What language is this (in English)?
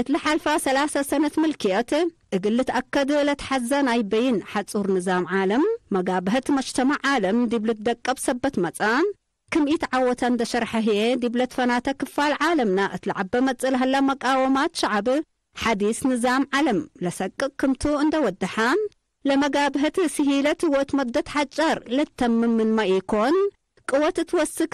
Tigre